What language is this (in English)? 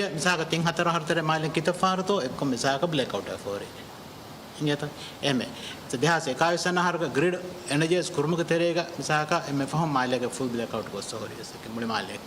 Divehi